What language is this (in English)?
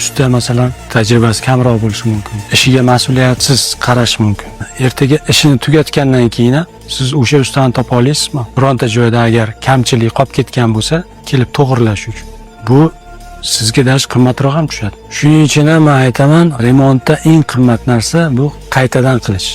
Uzbek